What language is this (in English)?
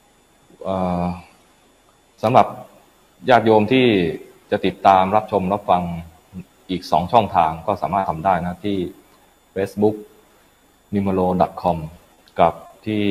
Thai